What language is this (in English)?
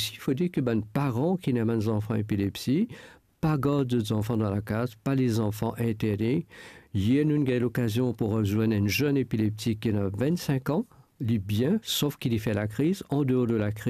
Morisyen